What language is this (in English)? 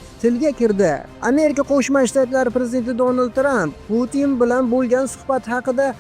Uzbek